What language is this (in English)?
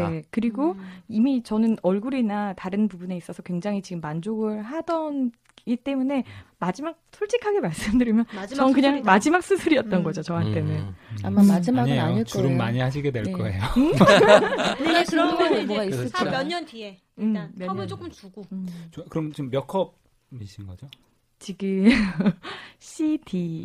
Korean